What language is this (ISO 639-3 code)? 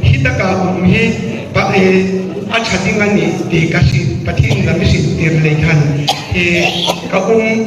hmr